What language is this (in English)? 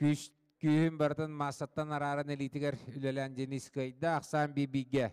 Yakut